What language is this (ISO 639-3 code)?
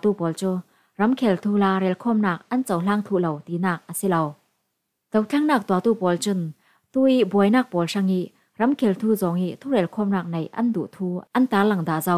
cfm